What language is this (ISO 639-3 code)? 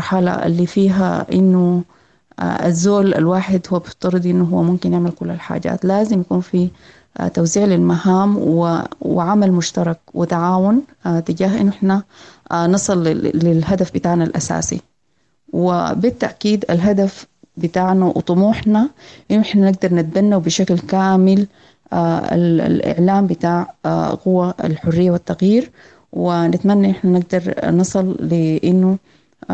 apd